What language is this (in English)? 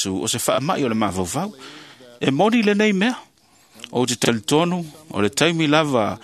Samoan